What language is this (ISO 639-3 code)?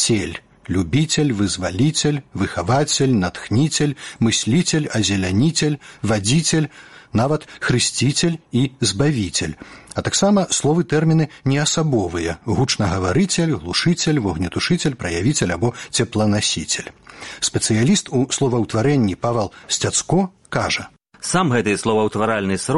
bel